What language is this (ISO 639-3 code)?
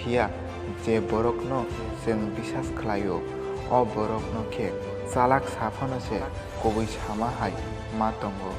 trp